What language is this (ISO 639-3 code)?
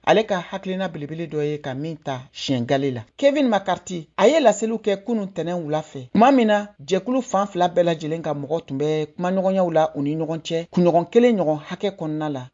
bam